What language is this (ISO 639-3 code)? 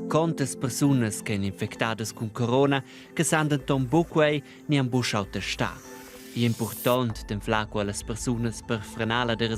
roh